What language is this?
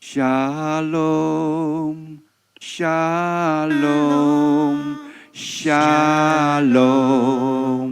Akha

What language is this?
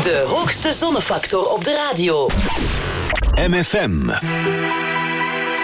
Dutch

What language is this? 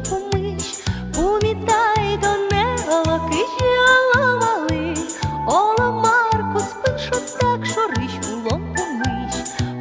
Udmurt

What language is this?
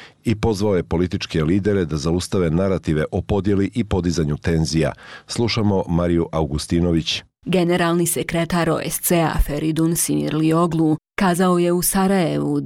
Bosnian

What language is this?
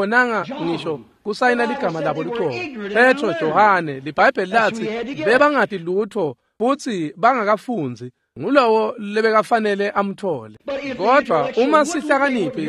Swati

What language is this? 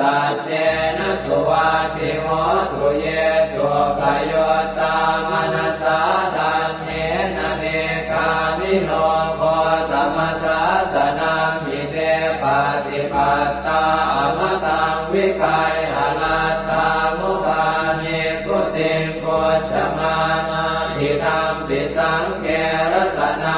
Pali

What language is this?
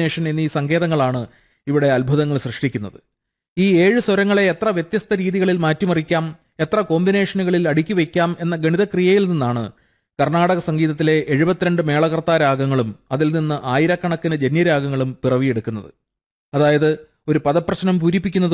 Malayalam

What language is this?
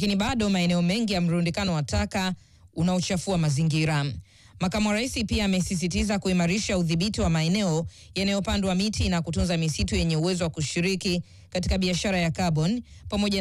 Swahili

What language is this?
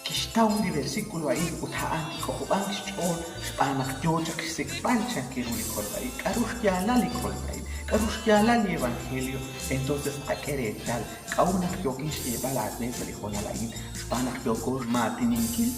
Kekchí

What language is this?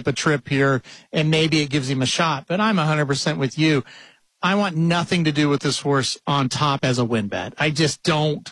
English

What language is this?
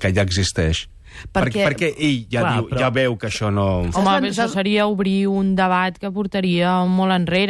Catalan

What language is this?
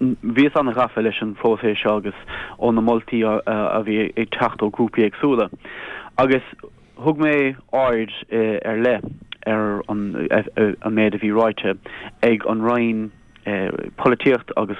Irish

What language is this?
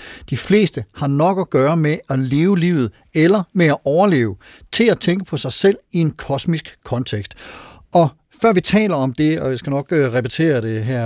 Danish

